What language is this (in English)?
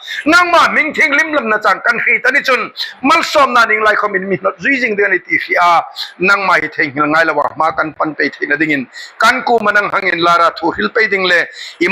Hmar